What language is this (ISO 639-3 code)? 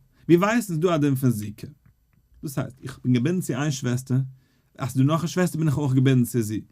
yid